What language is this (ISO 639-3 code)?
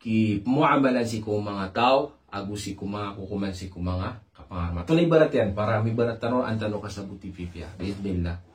mrw